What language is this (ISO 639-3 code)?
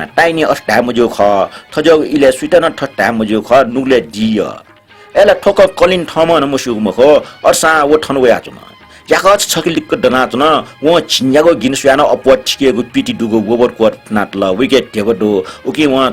new